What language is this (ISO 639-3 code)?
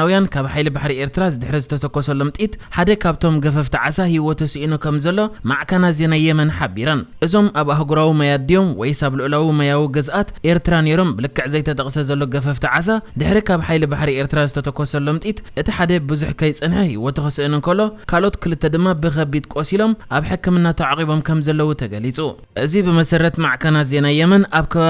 tir